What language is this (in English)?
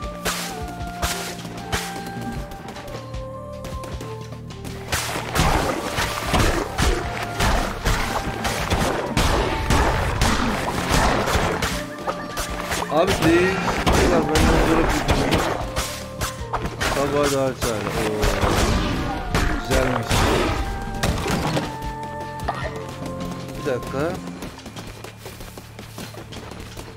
Turkish